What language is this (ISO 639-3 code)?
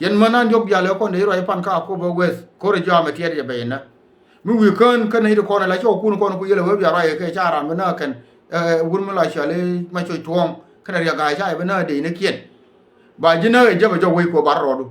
nus